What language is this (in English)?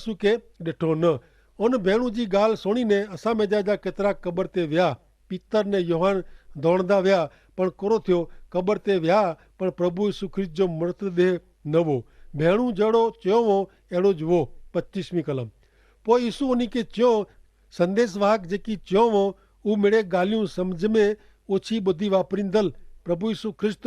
Kachhi